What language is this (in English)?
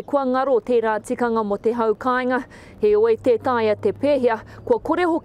Māori